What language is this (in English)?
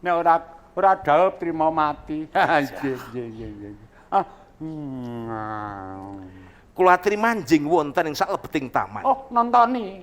Javanese